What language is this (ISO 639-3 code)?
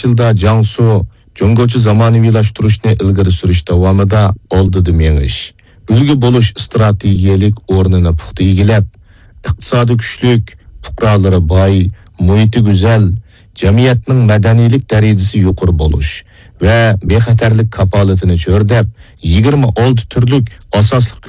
uig